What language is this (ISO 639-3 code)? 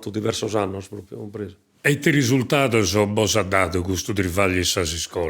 srd